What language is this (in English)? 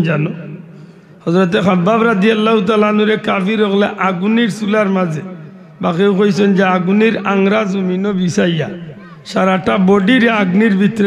Sylheti